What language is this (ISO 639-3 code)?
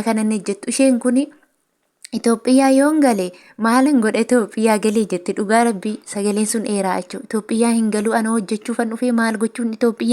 orm